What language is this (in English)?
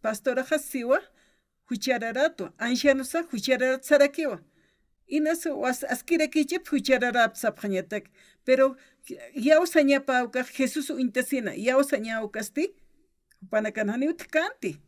Aymara